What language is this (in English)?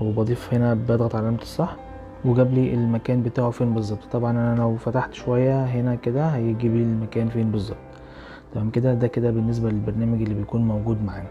Egyptian Arabic